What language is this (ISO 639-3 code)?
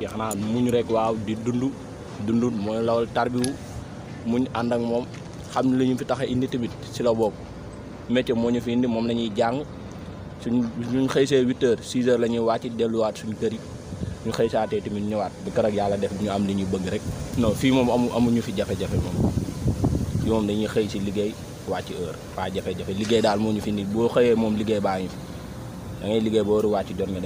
wol